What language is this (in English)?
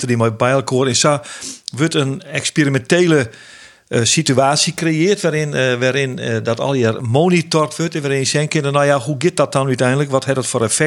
Western Frisian